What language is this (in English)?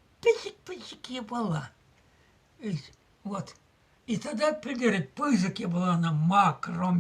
Chuvash